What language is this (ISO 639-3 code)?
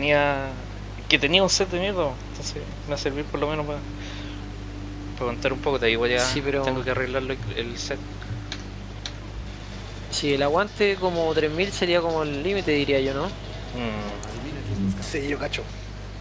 spa